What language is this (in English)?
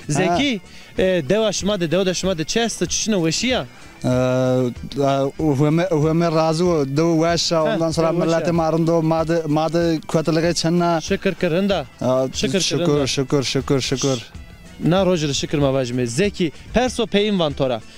Zaza